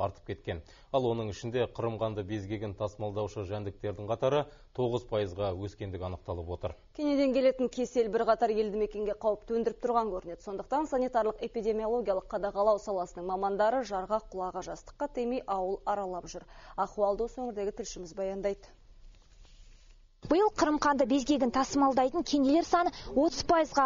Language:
Kazakh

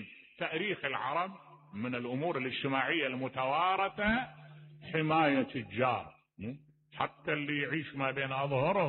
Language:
Mesopotamian Arabic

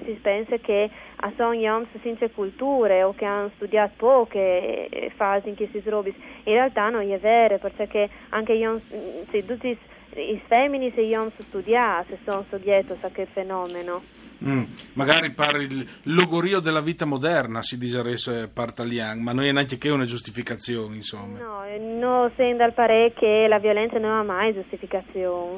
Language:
Friulian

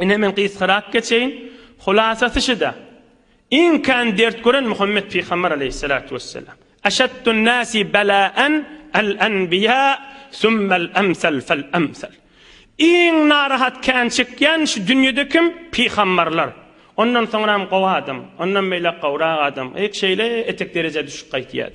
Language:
Turkmen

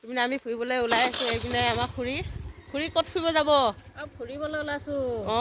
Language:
Assamese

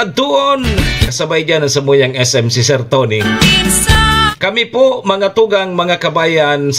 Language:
Bikol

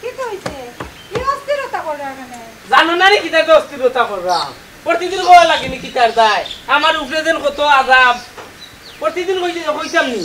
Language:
Sylheti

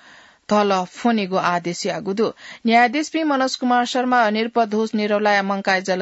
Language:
Newari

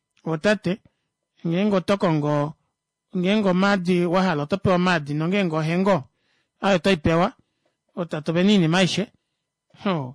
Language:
Kuanyama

